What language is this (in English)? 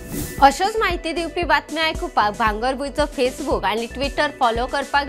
Konkani